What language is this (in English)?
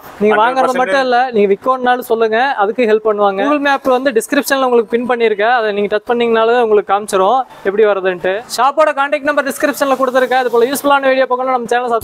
Tamil